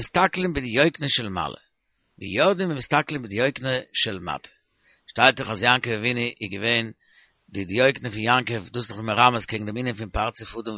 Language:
Yiddish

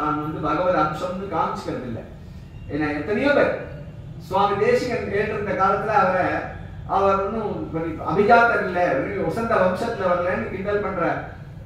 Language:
Tamil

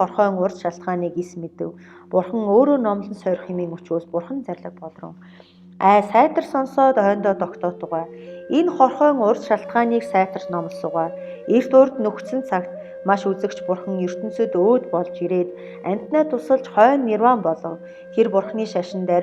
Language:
Mongolian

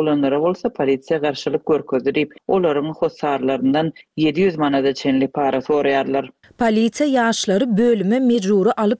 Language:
Turkmen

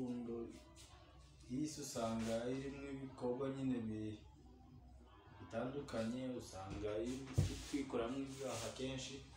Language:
Kinyarwanda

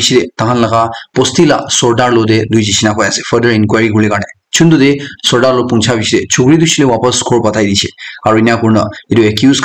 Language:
Naga Pidgin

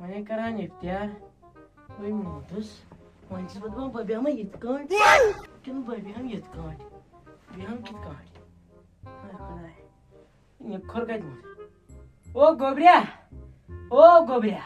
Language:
Kashmiri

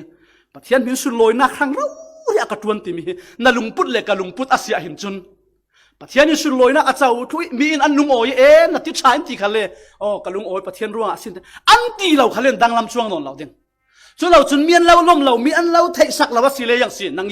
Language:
Falam Chin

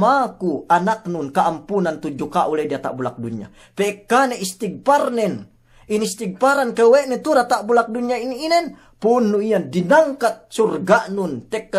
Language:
Yakan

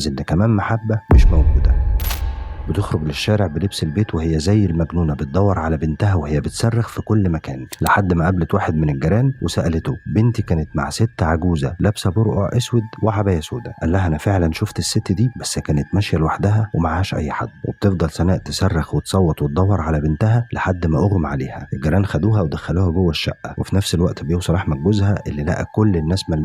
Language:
Egyptian Arabic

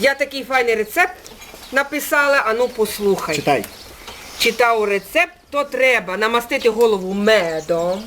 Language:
Rusyn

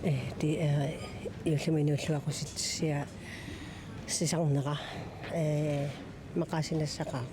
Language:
Kalaallisut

